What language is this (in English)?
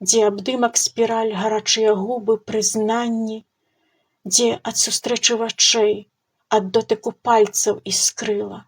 Belarusian